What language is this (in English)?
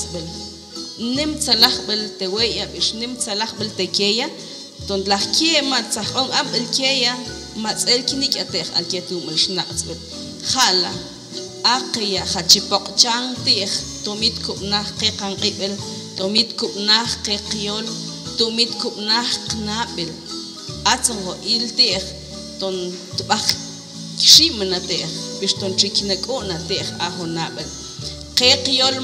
Mam